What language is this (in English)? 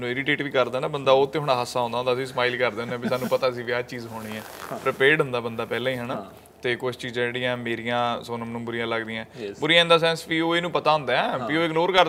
Punjabi